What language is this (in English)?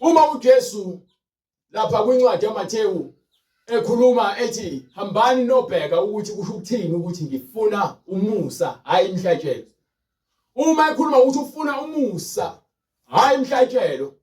Zulu